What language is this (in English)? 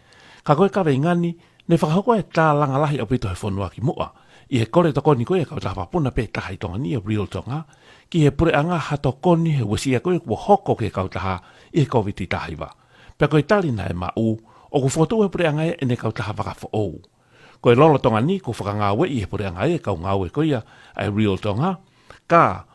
Tongan